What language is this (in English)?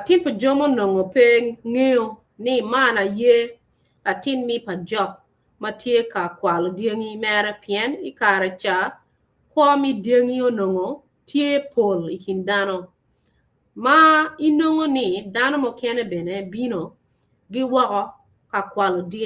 Acoli